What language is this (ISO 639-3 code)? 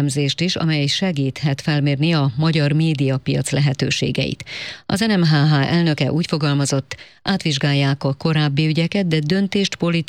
hun